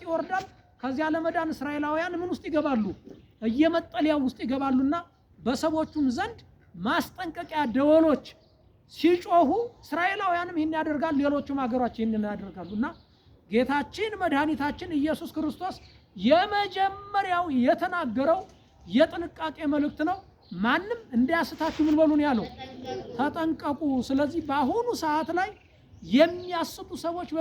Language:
Amharic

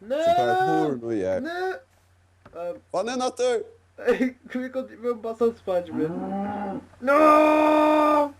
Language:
Faroese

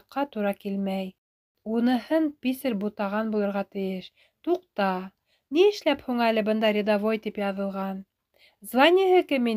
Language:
Bashkir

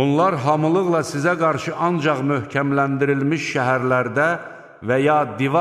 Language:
Azerbaijani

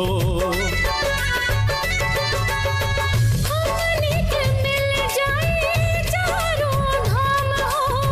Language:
Bhojpuri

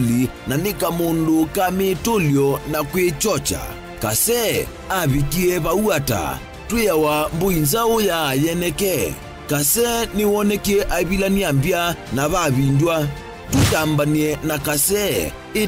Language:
Kamba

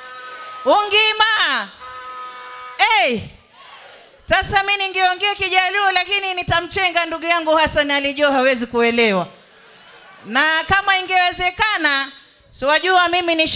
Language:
Swahili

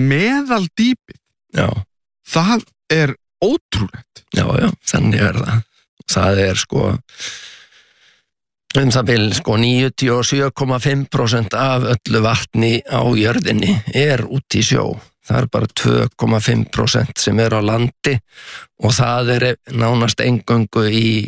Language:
Icelandic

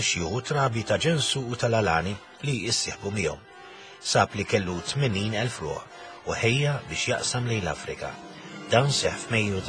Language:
Maltese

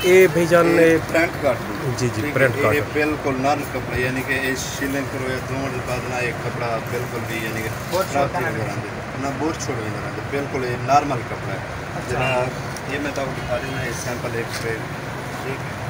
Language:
Saraiki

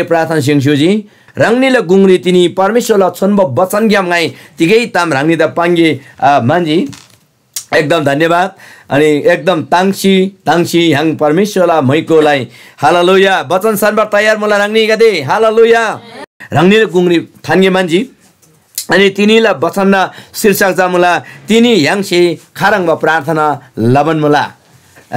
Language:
Eastern Tamang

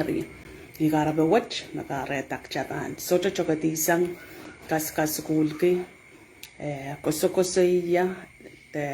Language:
Pohnpeian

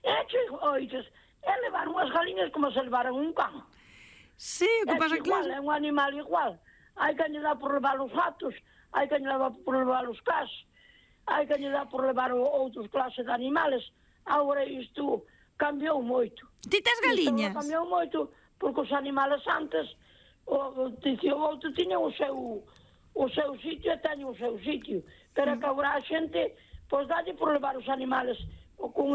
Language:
Galician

